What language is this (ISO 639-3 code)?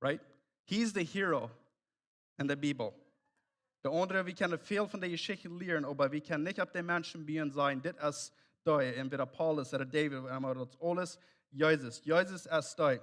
pdt